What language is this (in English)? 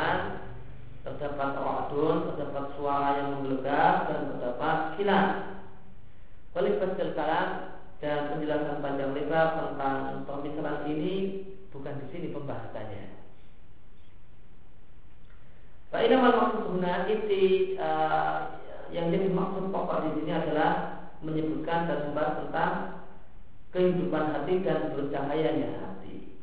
Indonesian